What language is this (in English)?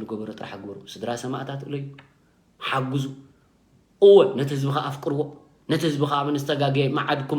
Tigrinya